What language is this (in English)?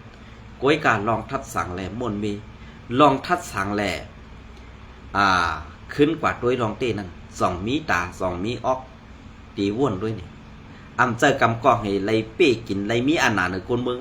Shan